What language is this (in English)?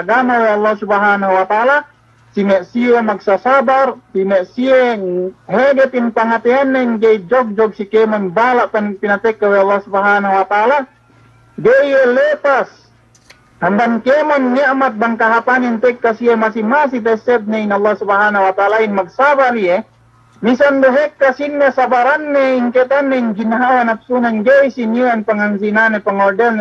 Yakan